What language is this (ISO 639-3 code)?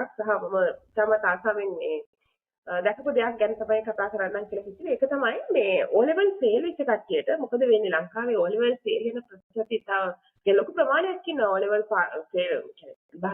sin